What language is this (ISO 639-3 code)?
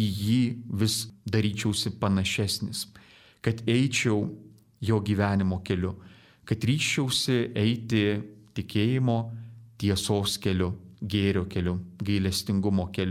lit